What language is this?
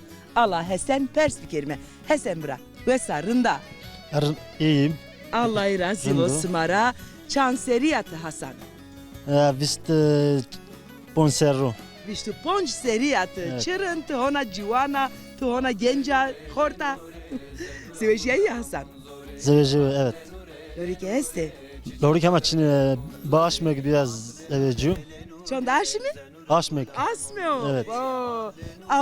Zaza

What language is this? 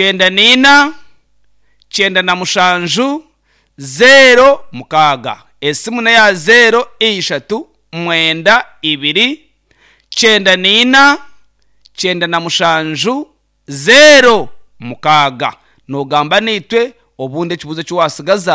Nyankole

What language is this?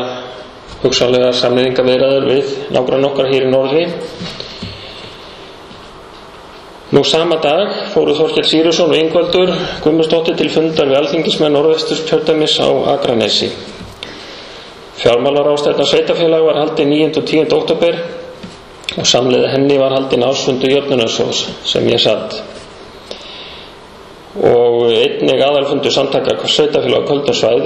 Icelandic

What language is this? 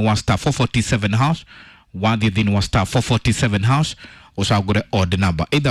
Kikuyu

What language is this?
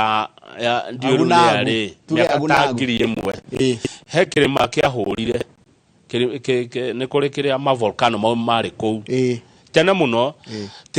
Kikuyu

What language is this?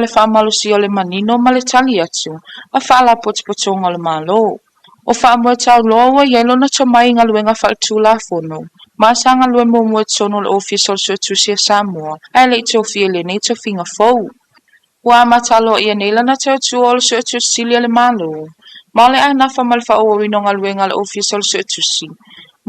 Samoan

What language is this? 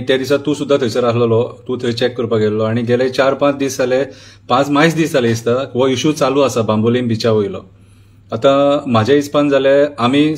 Konkani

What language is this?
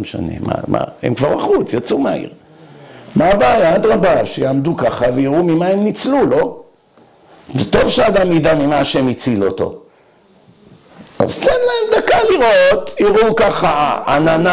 Hebrew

